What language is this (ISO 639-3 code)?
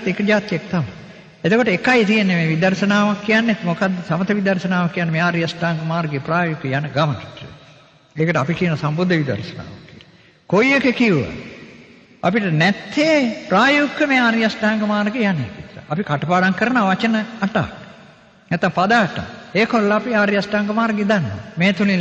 sin